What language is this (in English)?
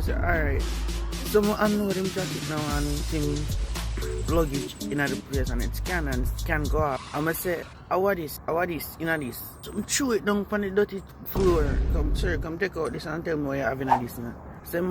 Jamaican Creole English